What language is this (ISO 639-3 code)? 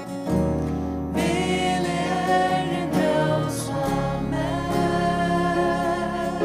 fao